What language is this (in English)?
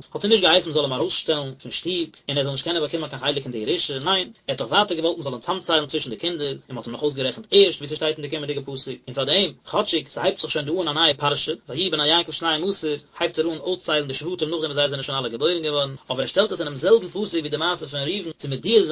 Yiddish